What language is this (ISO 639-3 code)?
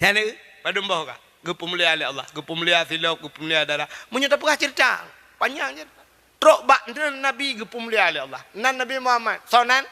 ace